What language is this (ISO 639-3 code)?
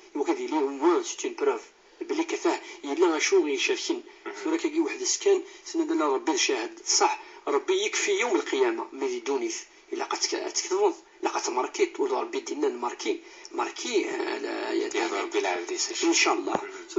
kab